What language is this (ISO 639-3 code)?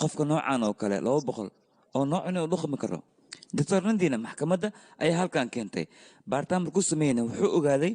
som